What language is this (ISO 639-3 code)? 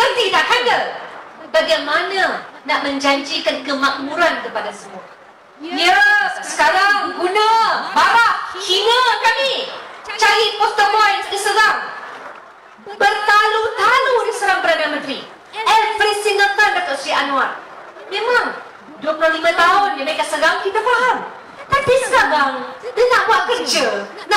msa